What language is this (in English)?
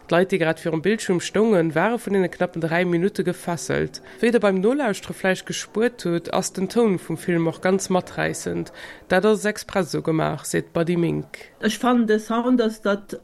Luxembourgish